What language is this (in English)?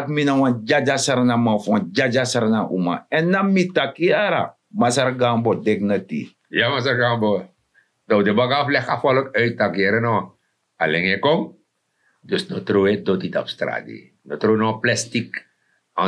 Sranan Tongo